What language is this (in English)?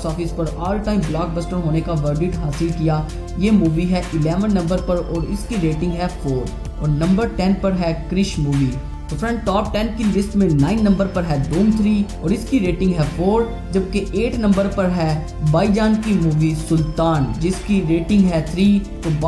Hindi